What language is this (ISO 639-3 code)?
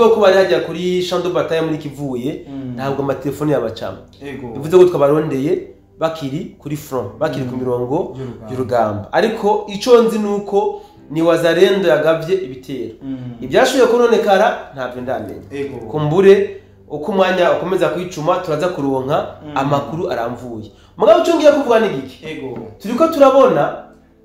run